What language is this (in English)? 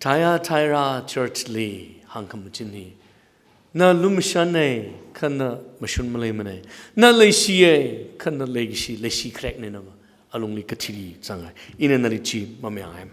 Tangkhul Naga (India)